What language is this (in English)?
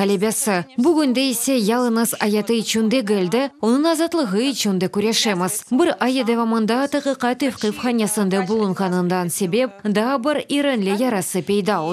Crimean Tatar